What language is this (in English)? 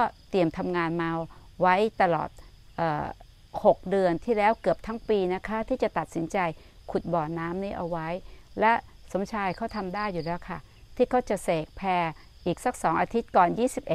Thai